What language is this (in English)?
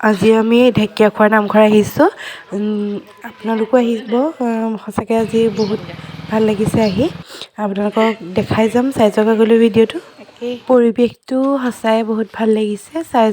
Assamese